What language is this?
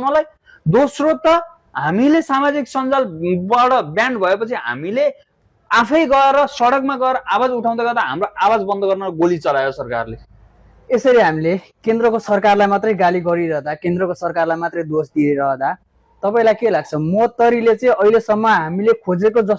Nepali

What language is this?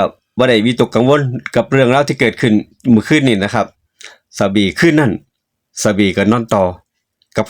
Northeastern Thai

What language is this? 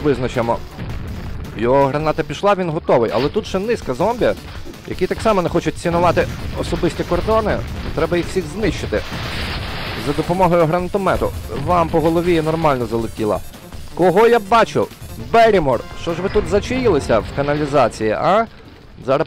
Ukrainian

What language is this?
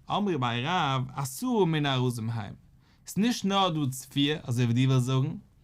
Yiddish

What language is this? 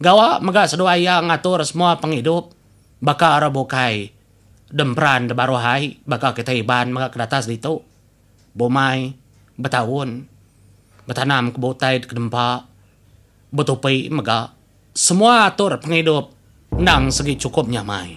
Iban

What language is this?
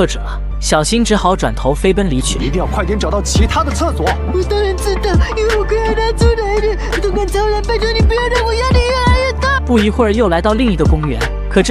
Chinese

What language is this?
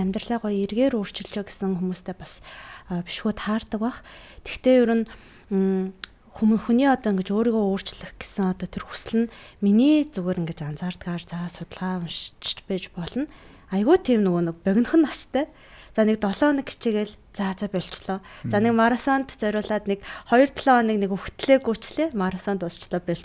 Mongolian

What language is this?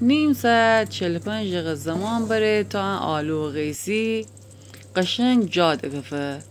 Gilaki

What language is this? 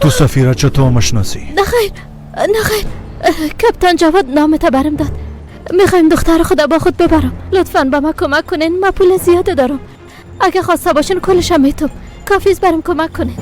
Persian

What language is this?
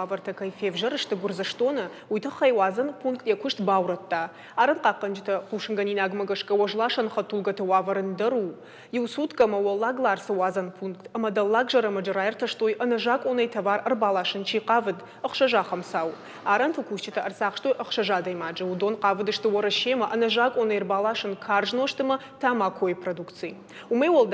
Ossetic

